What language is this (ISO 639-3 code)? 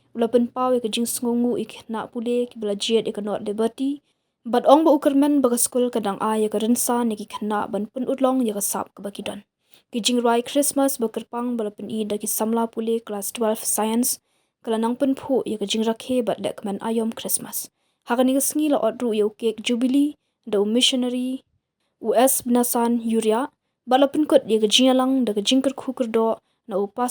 kha